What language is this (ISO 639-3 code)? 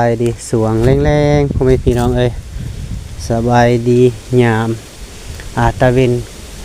lao